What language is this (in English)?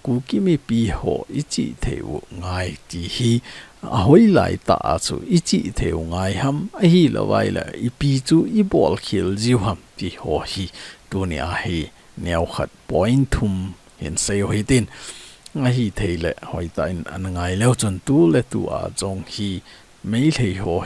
Thado Chin